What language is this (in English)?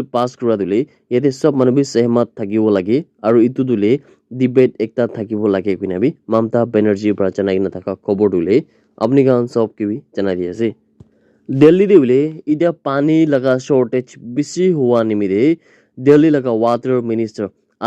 Naga Pidgin